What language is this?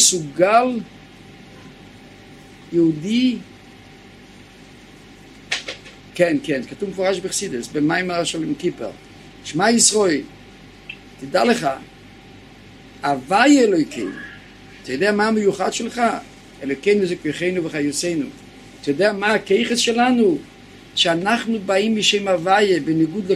Hebrew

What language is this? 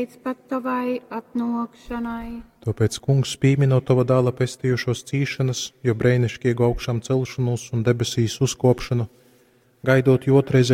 Latgalian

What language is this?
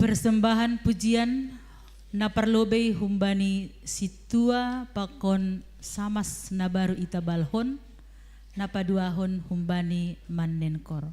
Batak Simalungun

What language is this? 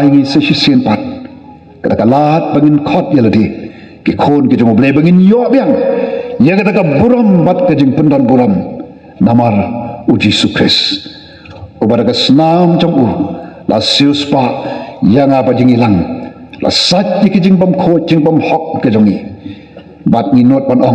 Khasi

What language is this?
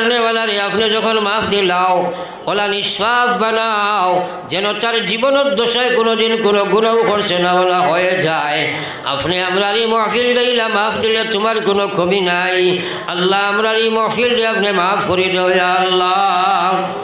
Sylheti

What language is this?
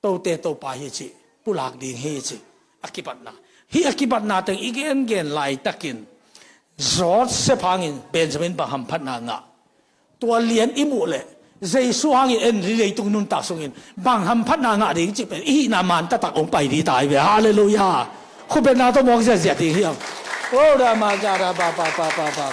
Tedim Chin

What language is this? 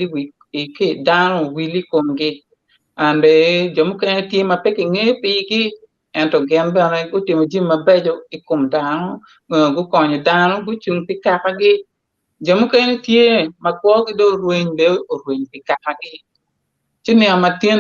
Acoli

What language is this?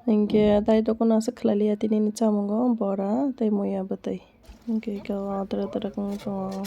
Kok Borok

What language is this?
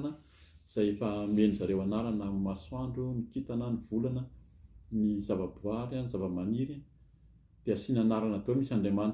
Malagasy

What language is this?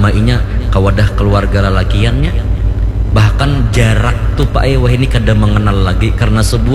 Banjar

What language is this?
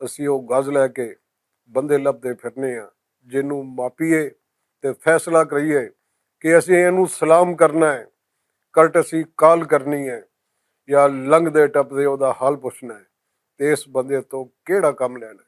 Western Panjabi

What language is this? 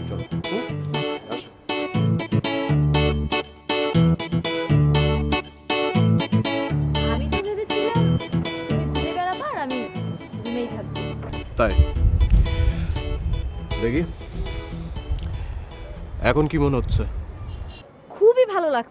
Bangla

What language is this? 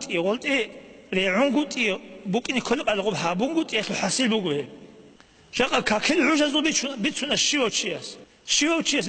Avaric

